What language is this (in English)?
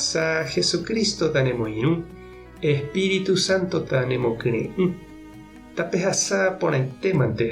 Guarani